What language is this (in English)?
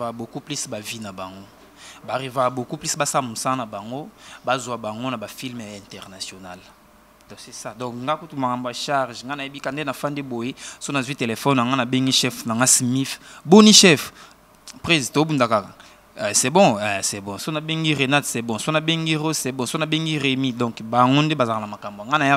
Lingala